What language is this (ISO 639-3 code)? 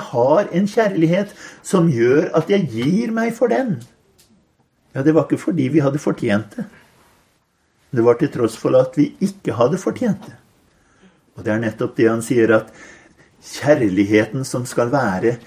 nor